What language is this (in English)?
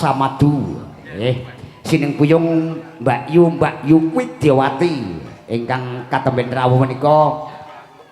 Javanese